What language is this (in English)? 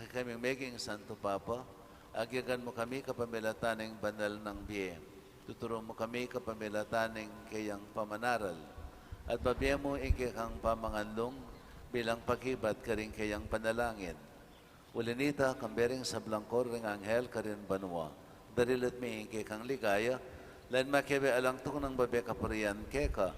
Pampanga